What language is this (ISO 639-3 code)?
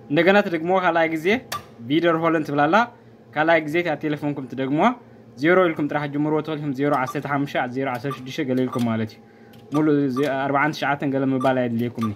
tir